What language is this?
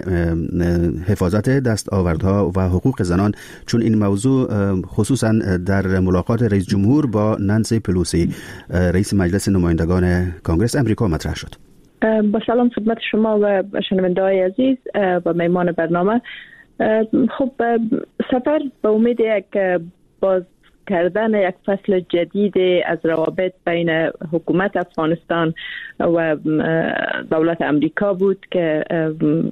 Persian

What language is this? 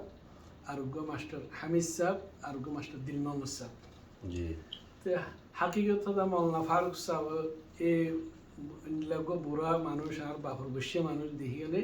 Rohingya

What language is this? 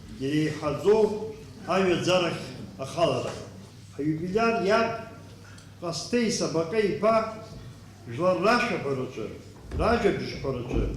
Abkhazian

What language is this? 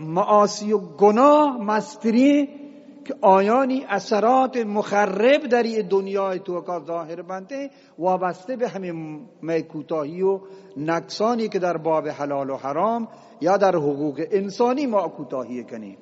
Eastern Balochi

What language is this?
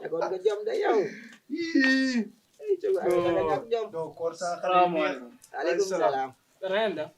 Wolof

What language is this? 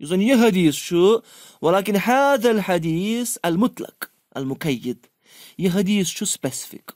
Kashmiri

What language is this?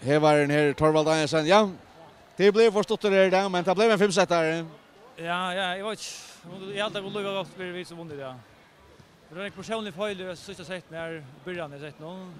Faroese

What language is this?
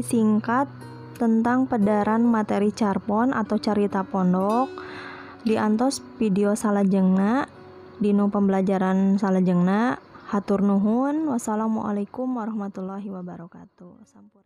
Sundanese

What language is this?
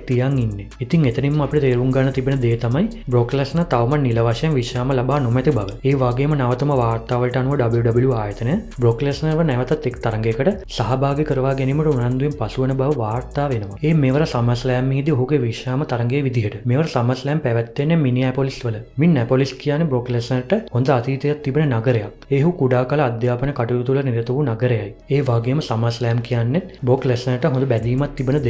Sinhala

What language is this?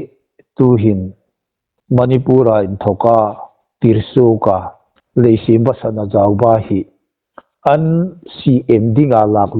Hmar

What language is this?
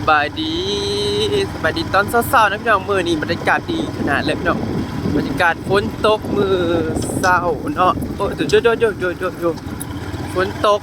Northeastern Thai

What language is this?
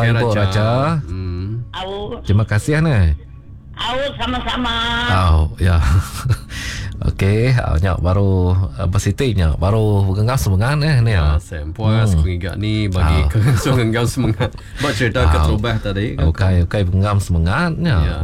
Malay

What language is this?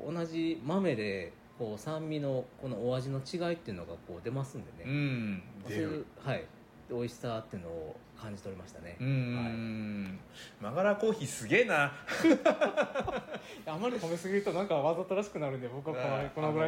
Japanese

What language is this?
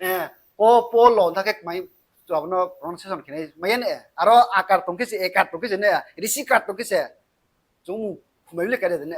Riang (India)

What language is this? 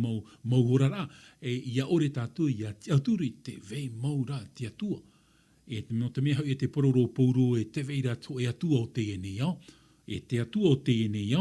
Tahitian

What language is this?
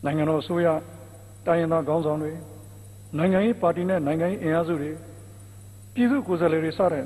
Burmese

